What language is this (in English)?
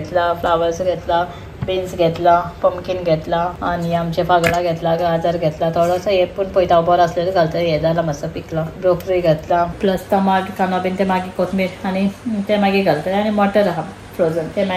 Konkani